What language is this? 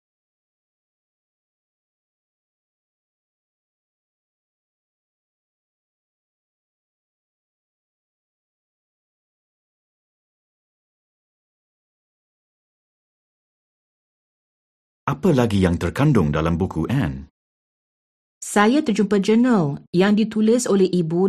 Malay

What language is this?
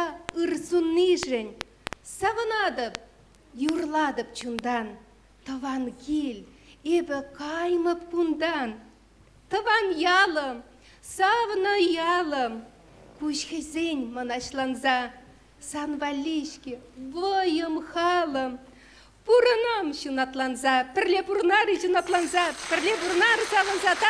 Chuvash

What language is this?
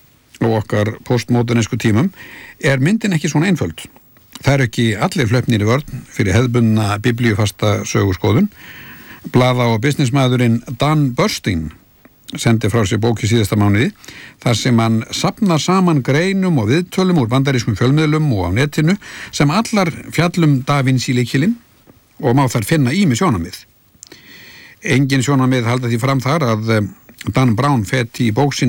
Icelandic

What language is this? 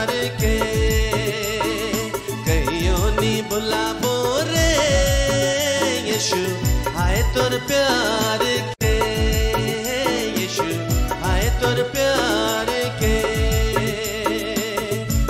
Hindi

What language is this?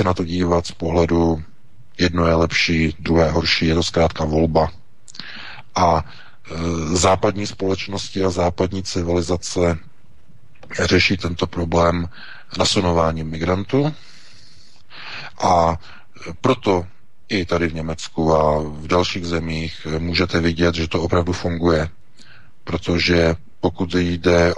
Czech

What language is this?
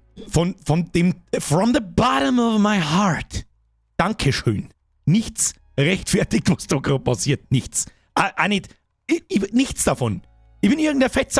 Bavarian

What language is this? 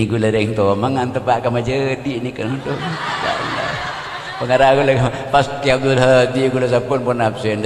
Madurese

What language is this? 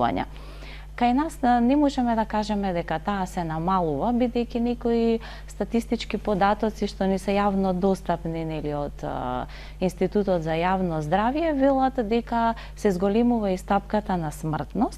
Macedonian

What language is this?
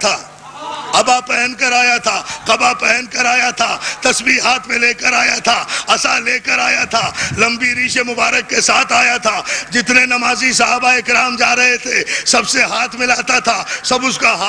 Urdu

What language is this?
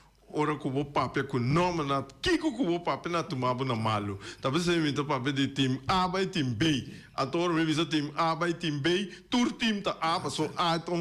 Papiamento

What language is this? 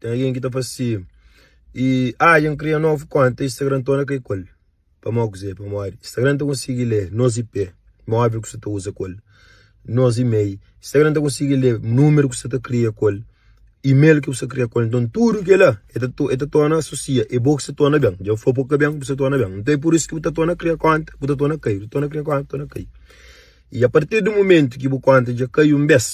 Kabuverdianu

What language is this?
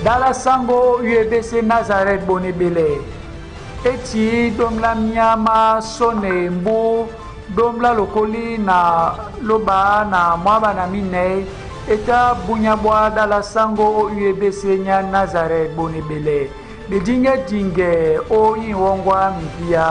Duala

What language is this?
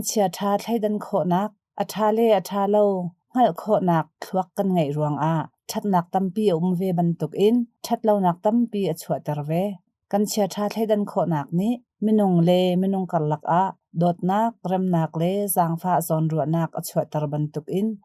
Hakha Chin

